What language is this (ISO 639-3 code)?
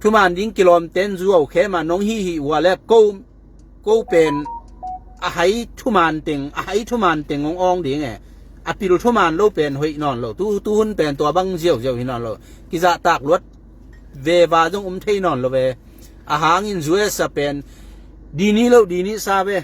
ctd